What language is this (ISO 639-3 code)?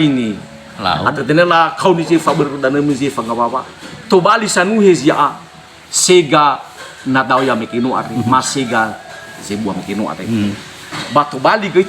nia